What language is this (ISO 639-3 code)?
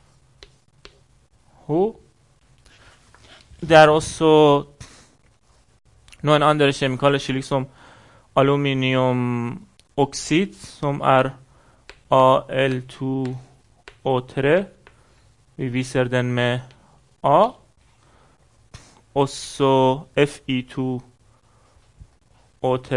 nor